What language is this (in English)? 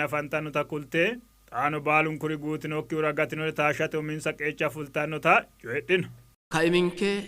Sidamo